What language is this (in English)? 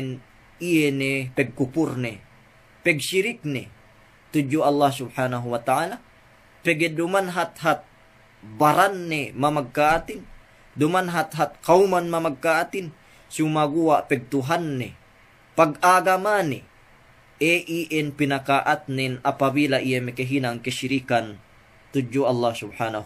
Yakan